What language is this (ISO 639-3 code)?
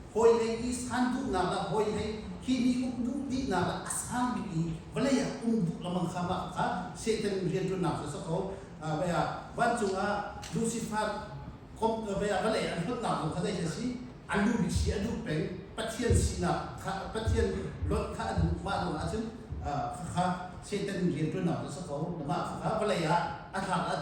cnh